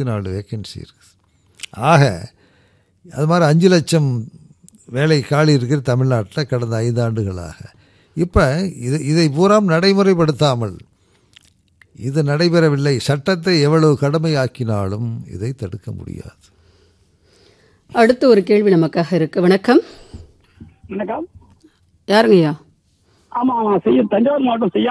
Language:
Tamil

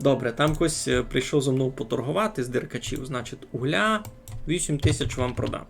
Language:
Rusyn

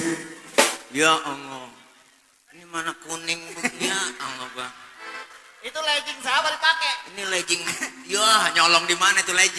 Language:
Betawi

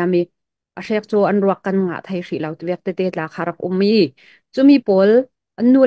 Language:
Falam Chin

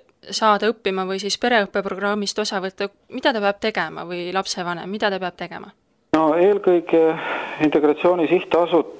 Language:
Estonian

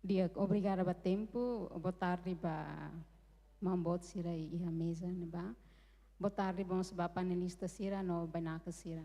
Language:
Tetum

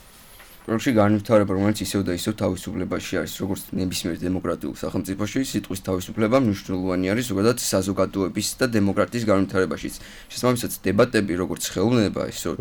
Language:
Georgian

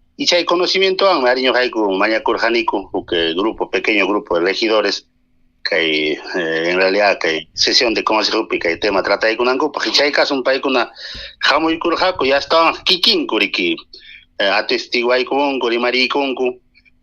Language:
Ayacucho Quechua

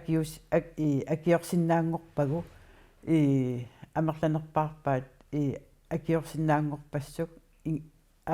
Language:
Kalaallisut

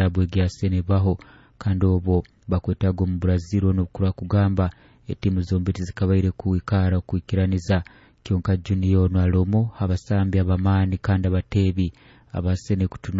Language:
Nyoro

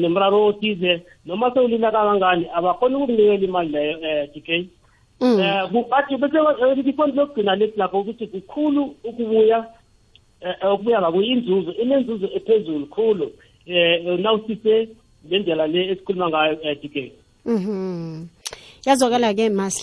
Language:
South Ndebele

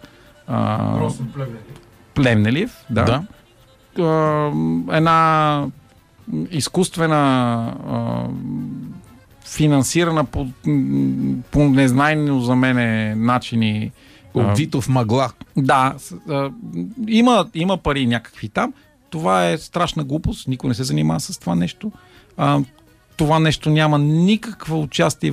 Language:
Bulgarian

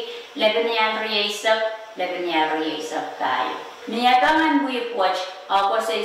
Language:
Pohnpeian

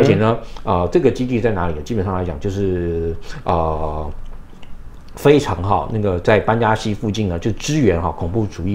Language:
Chinese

